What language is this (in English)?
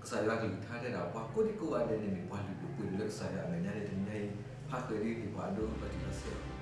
S'gaw Karen